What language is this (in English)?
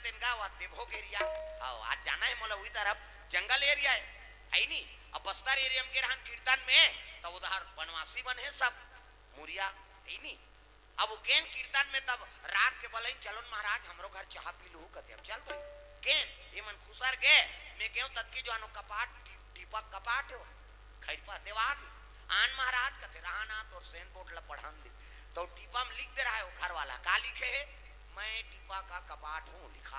Chhattisgarhi